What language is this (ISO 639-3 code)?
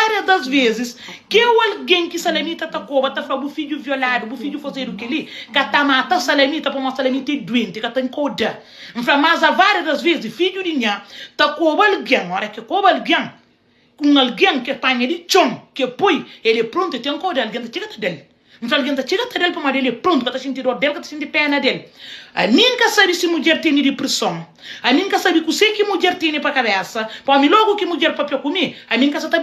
kea